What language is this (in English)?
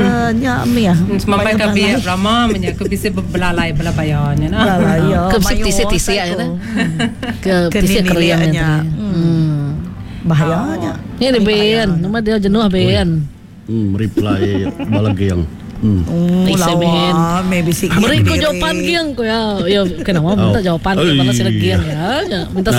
Iban